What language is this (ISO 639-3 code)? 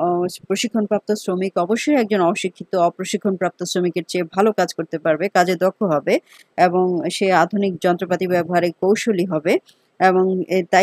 ben